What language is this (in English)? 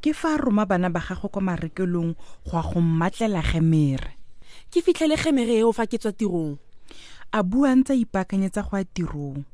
Tswana